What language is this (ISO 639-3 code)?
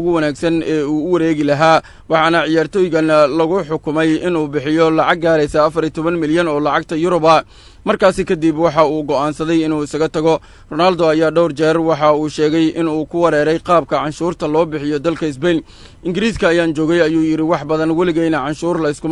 som